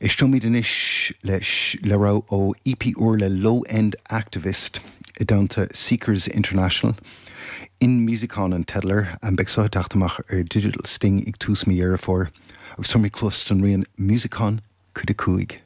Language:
Irish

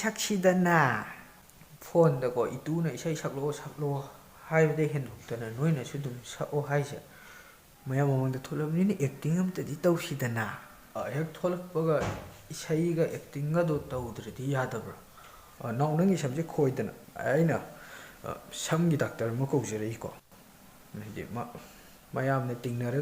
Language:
Manipuri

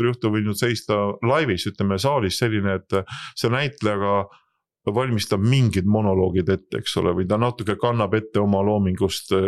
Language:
Estonian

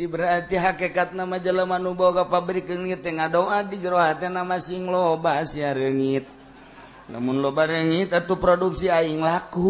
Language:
Sundanese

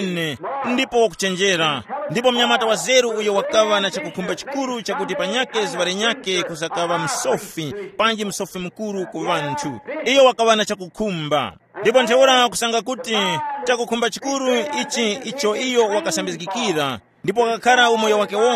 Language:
Tumbuka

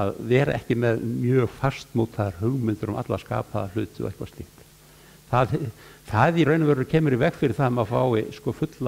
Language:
Icelandic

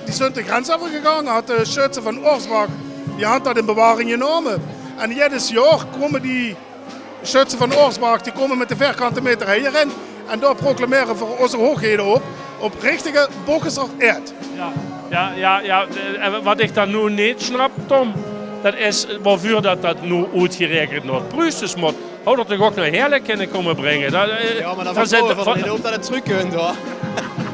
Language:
Limburgish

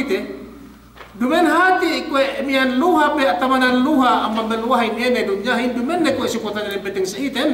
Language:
Yakan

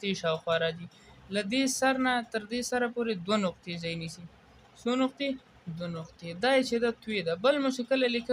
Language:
Pashto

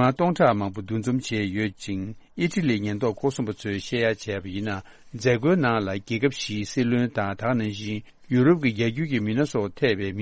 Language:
Tibetan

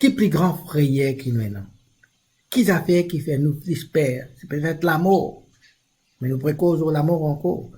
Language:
Morisyen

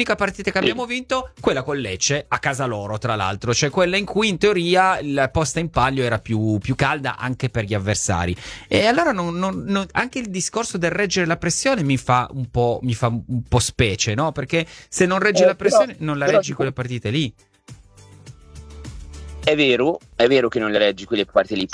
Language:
Italian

